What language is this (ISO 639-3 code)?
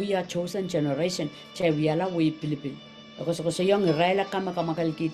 pon